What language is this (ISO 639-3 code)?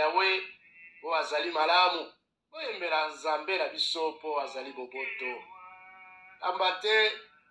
lin